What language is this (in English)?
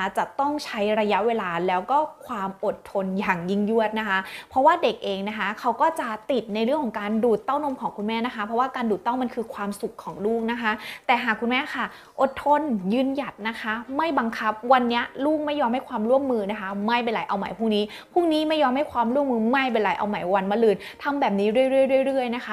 Thai